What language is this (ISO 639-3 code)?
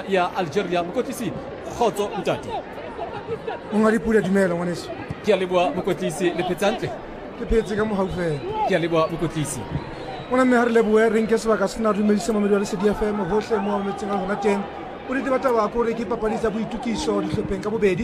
sot